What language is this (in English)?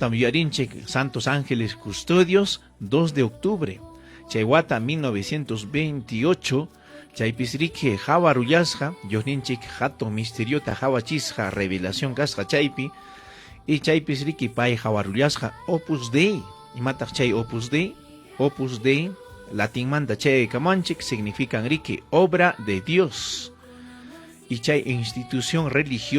Ayacucho Quechua